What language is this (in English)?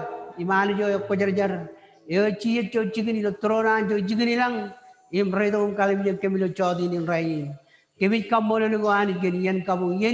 Marshallese